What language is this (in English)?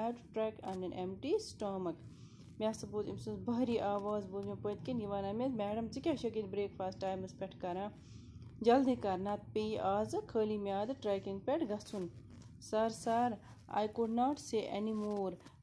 Kashmiri